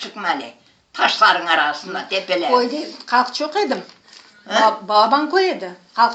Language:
Crimean Tatar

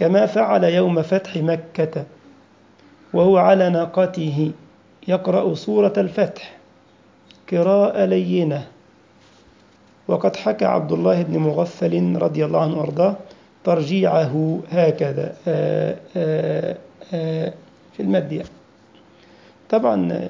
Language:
Arabic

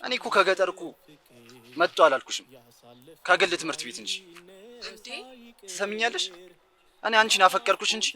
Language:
Amharic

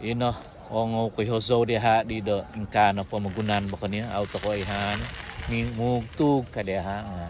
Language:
Central Dusun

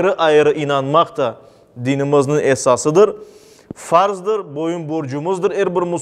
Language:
Crimean Tatar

